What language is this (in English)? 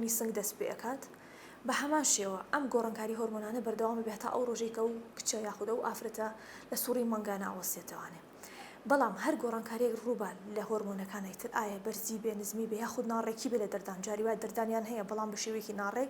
Central Kurdish